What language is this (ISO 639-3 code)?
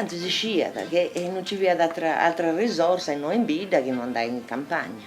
srd